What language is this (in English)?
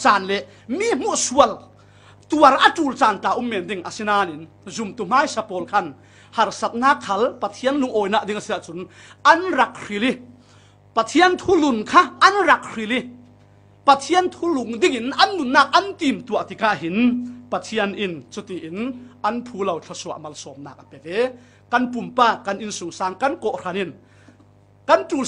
Falam Chin